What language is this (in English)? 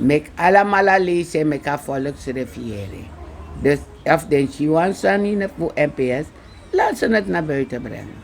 Sranan Tongo